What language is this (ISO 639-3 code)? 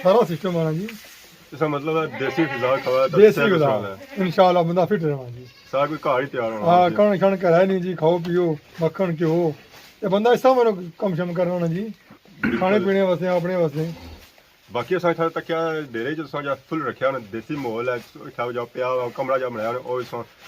phr